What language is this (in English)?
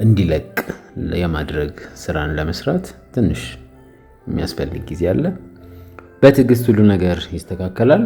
Amharic